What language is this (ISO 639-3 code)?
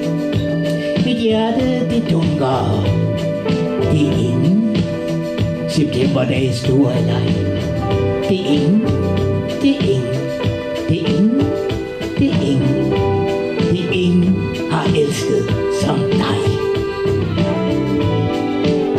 dan